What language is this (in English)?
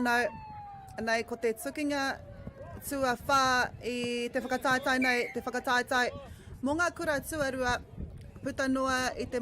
Māori